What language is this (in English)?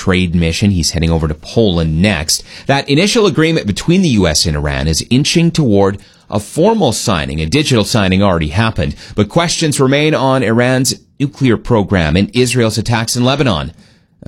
English